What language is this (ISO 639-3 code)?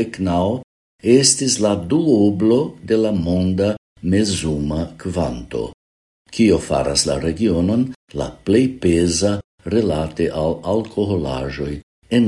epo